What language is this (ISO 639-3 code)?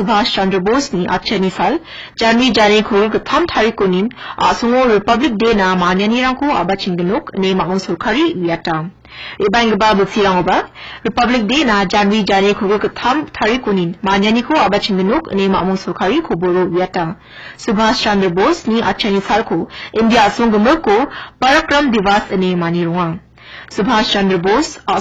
grt